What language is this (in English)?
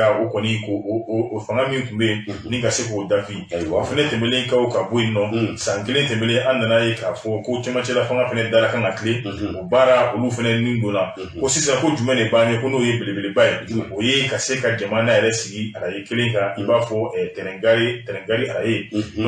Bambara